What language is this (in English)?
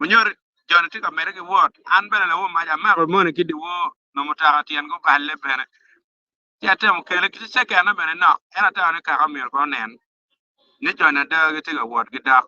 Acoli